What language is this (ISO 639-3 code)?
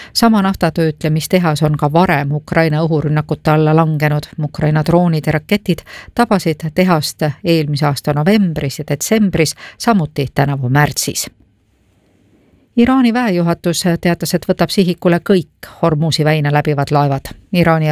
est